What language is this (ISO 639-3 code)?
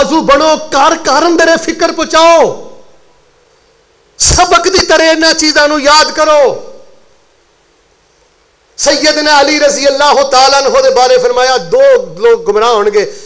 lah